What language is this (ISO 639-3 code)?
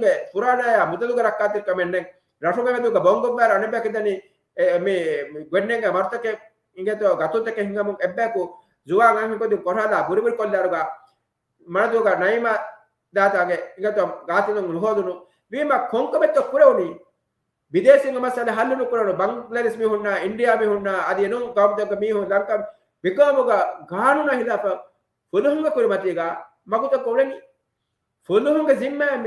div